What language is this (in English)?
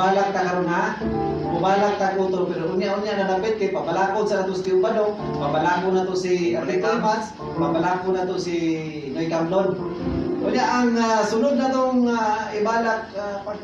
Cebuano